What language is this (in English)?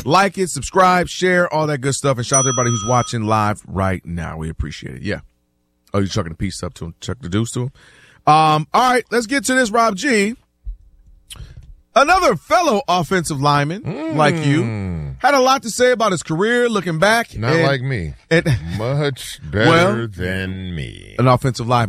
English